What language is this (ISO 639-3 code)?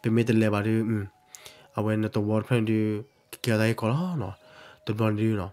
ksw